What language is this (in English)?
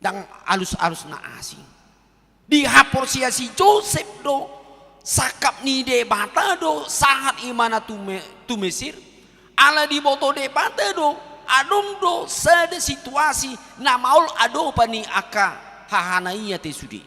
Batak Toba